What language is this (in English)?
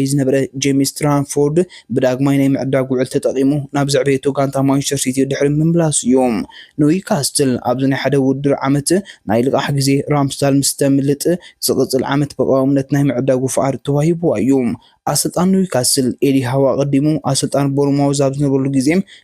Tigrinya